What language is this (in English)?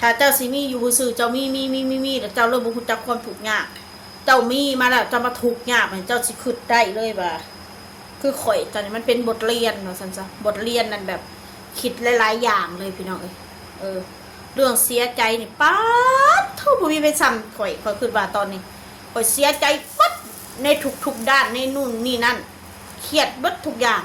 Northeastern Thai